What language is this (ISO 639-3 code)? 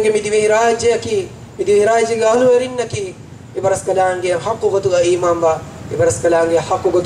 div